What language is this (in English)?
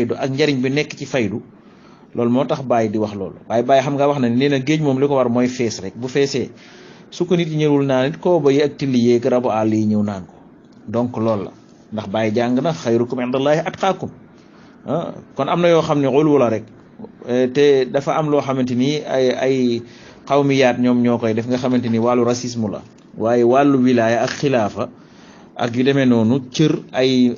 Wolof